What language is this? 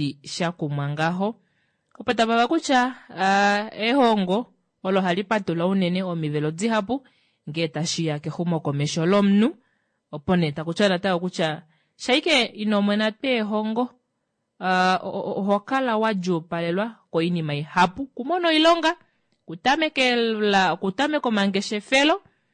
Kuanyama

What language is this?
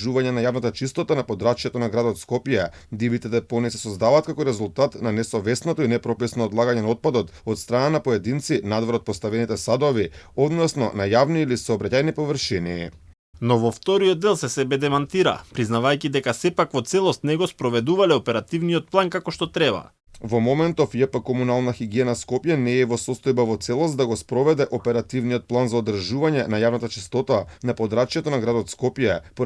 Macedonian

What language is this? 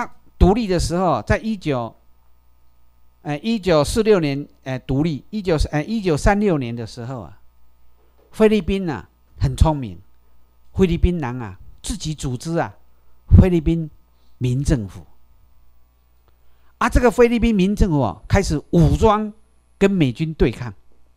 Chinese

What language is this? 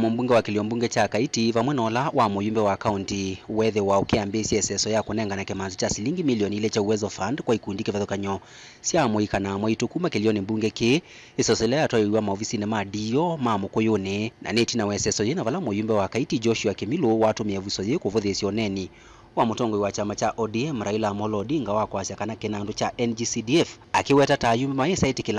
Kamba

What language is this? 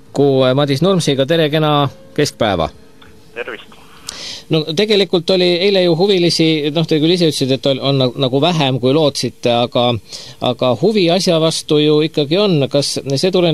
Estonian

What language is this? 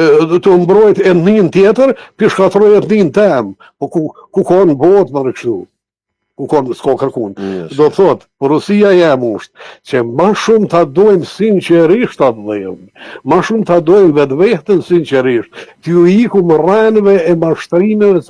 Albanian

